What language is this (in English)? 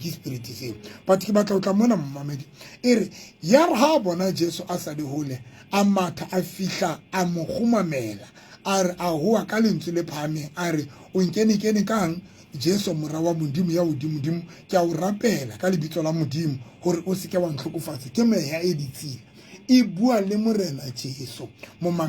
Southern Sotho